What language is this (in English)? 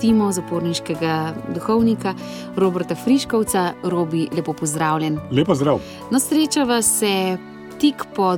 Slovenian